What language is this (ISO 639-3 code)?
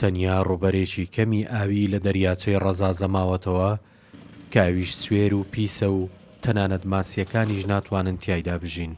ckb